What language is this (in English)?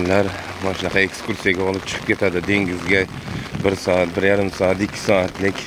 Uzbek